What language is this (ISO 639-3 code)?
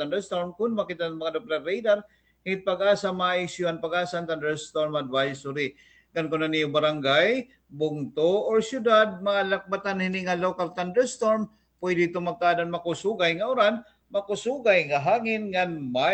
war